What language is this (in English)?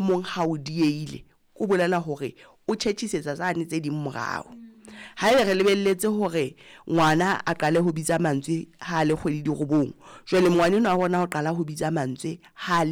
Southern Sotho